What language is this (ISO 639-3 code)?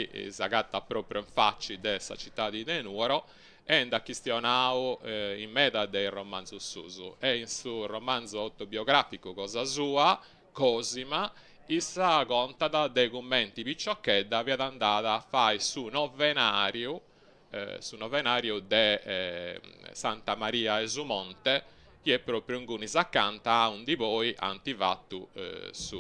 srd